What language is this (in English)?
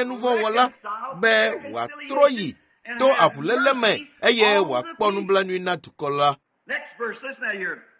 Ewe